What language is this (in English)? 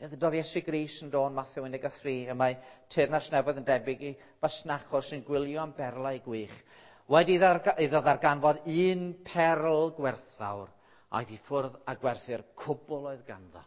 Welsh